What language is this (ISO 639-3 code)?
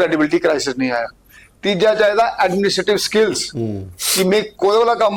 doi